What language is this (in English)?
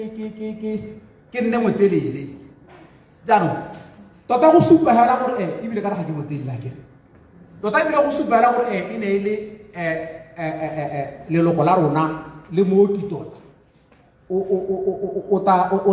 Tswana